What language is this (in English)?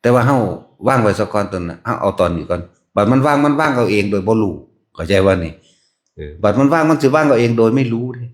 Northeastern Thai